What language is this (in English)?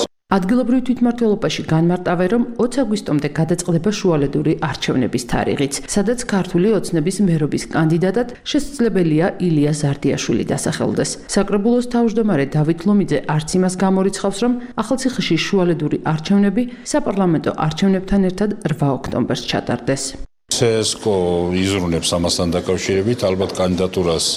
Georgian